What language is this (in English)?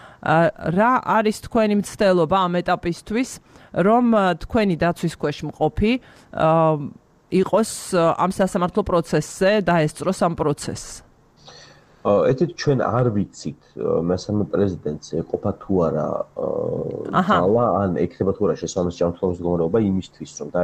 Georgian